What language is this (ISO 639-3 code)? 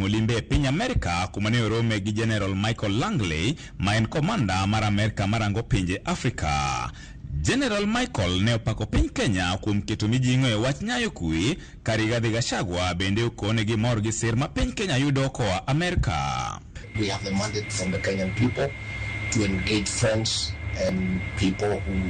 luo